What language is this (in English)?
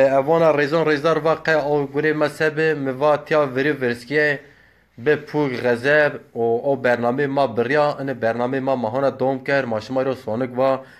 Zaza